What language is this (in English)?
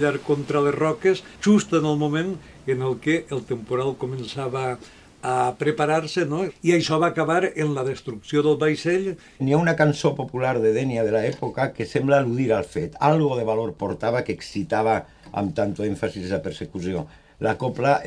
Catalan